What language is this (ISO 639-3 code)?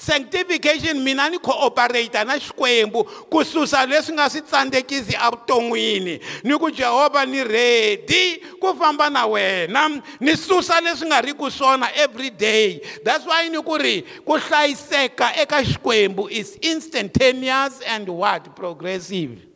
tso